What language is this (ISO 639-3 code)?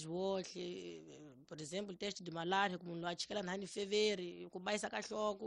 tso